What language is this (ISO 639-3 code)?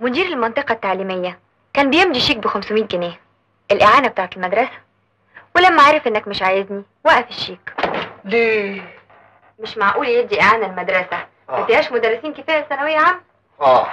arz